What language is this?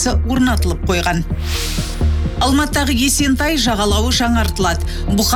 Kazakh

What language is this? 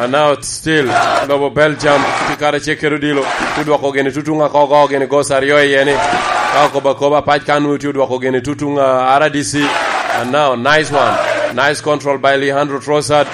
Lango (Uganda)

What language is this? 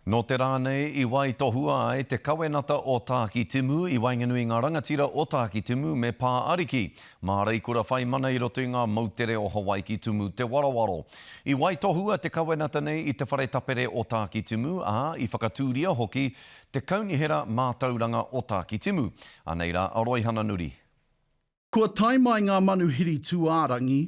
Māori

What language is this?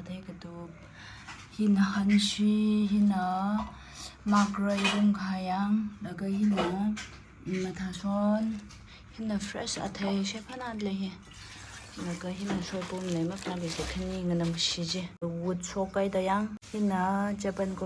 Tangkhul Naga (India)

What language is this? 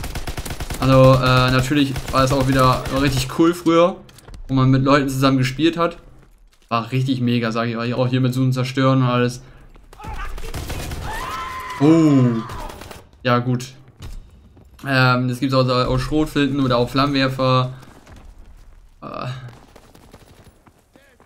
German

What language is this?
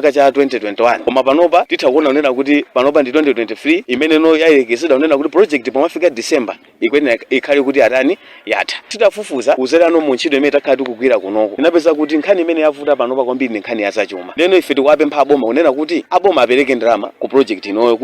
Nyanja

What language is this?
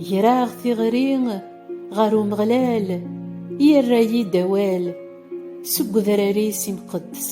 Kabyle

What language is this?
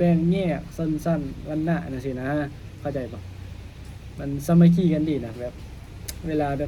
Lao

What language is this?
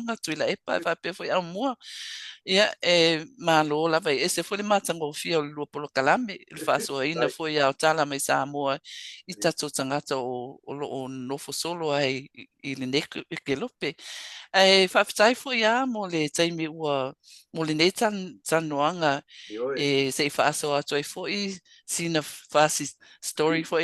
Samoan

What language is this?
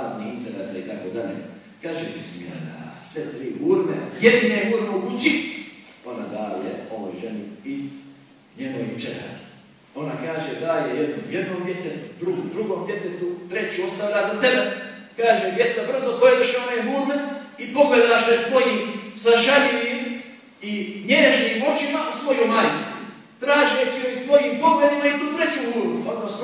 Bosnian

